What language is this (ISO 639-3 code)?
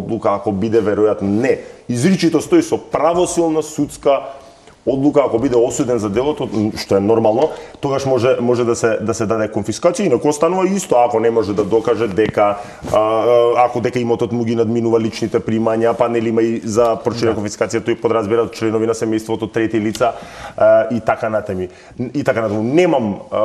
mkd